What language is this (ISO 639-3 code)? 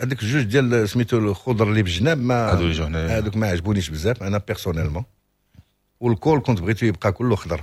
ary